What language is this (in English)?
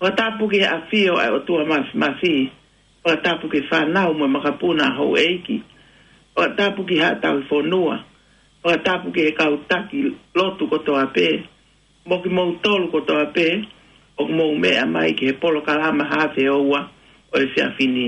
Tongan